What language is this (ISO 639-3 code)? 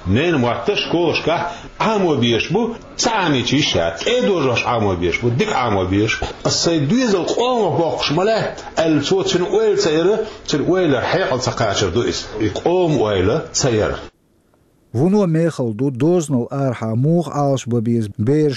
che